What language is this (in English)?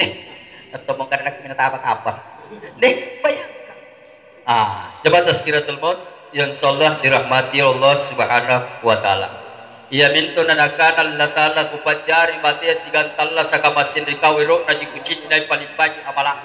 Makasar